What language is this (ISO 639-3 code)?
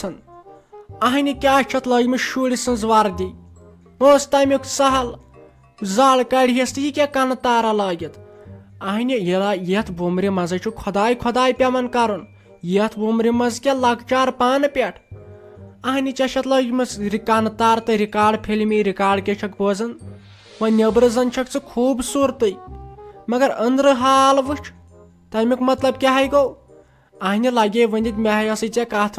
kas